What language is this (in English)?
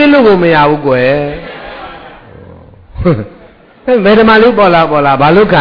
Burmese